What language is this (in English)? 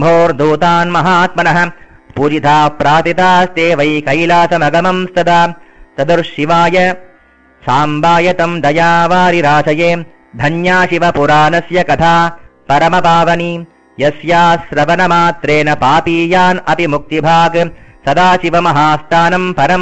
Sanskrit